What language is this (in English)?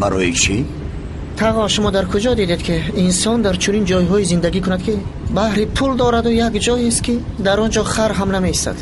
Persian